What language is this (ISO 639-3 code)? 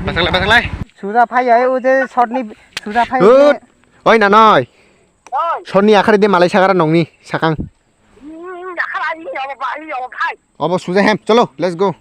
trp